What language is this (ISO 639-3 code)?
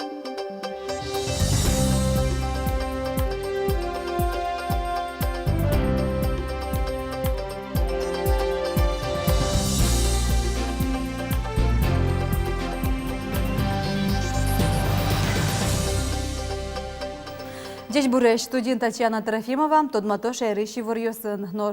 udm